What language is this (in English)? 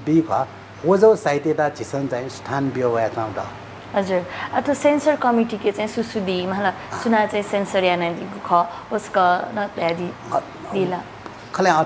Newari